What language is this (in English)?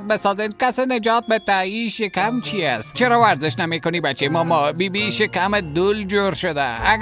Persian